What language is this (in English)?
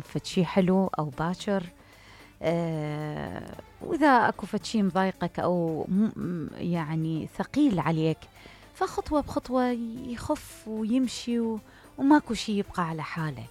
Mesopotamian Arabic